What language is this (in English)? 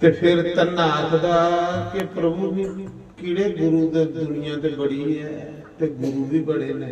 Dogri